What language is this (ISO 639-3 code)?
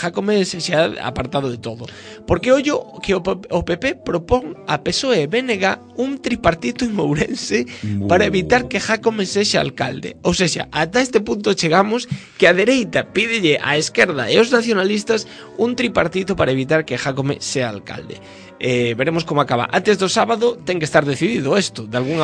glg